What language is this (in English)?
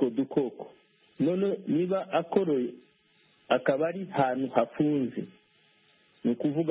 Kinyarwanda